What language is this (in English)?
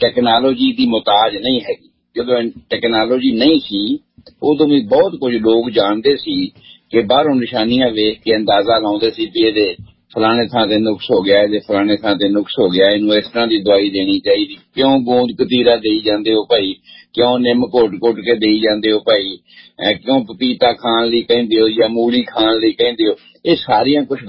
Punjabi